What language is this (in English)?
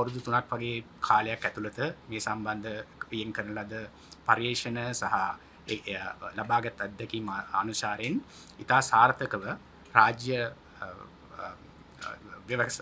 Sinhala